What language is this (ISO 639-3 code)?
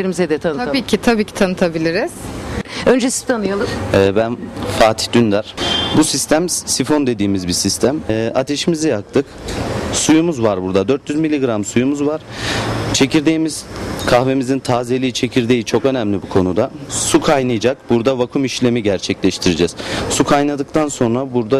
tur